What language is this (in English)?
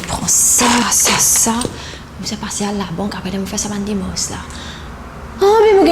Morisyen